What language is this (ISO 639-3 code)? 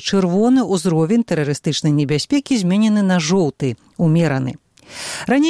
bel